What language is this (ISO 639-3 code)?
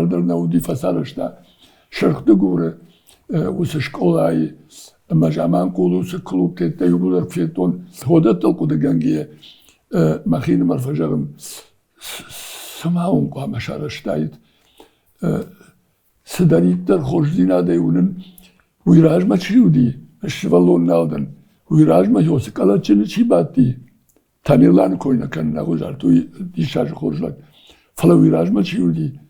oss